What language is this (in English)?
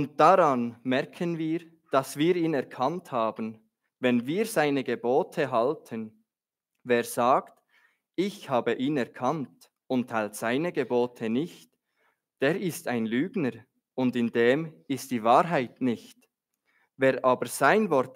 Swiss German